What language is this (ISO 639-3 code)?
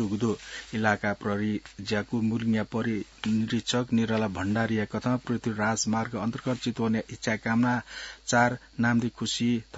new